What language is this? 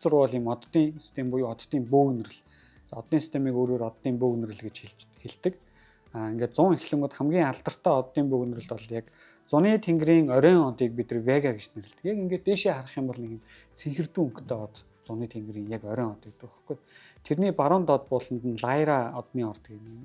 Mongolian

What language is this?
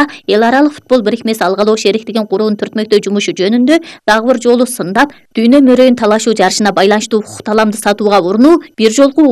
Kyrgyz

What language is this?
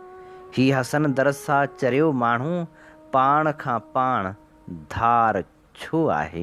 Sindhi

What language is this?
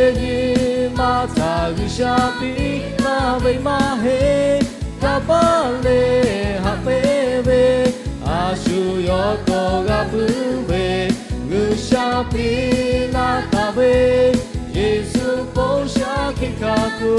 Lahu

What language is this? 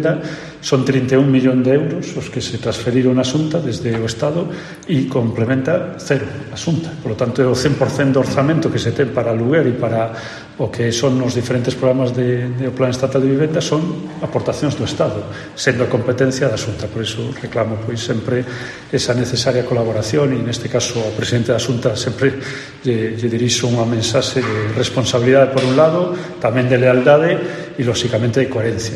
Galician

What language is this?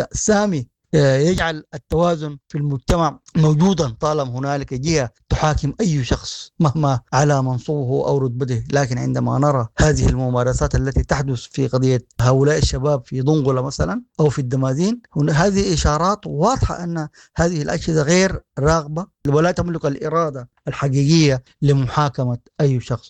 Sudanese Arabic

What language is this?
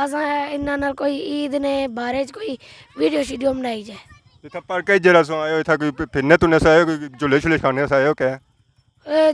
Pahari-Potwari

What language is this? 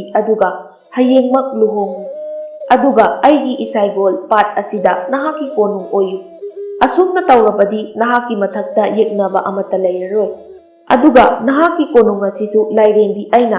Manipuri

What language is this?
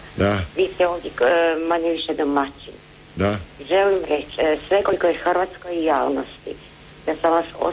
Croatian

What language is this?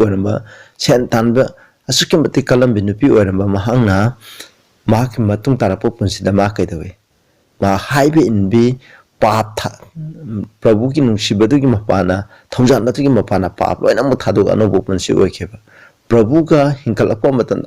Manipuri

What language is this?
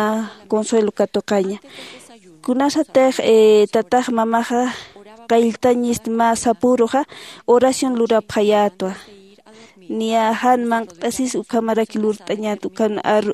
Aymara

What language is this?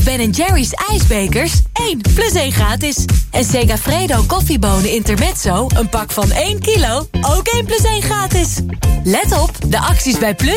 Dutch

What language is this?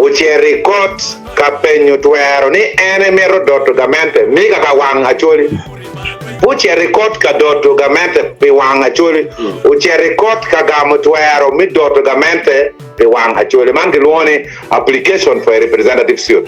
Acoli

